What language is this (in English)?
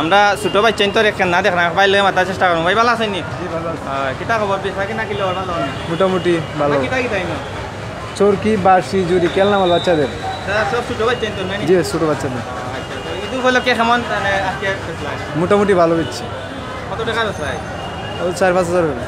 Sylheti